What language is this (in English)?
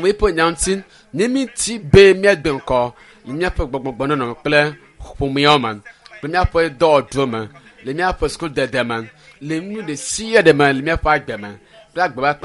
Ewe